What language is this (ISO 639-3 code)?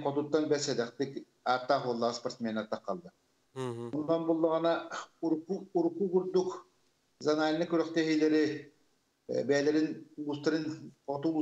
sah